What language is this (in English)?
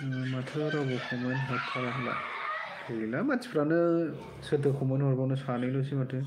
Bodo